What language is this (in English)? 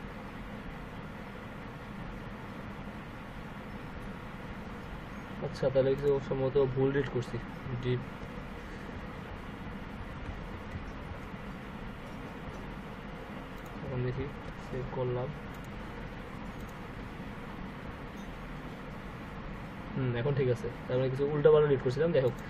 Bangla